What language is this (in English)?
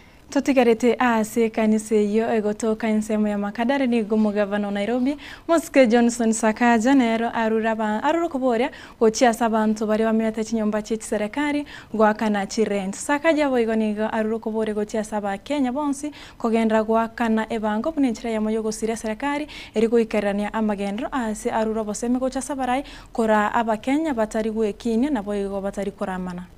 Gusii